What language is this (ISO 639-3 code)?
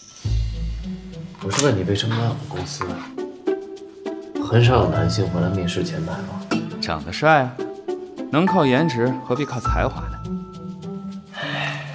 zho